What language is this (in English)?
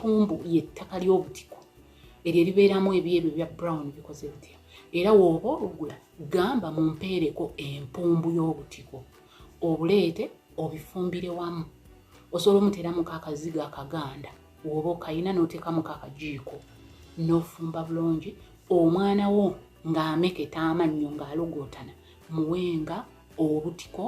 Ganda